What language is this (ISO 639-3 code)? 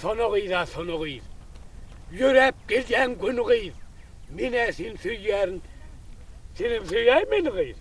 tuk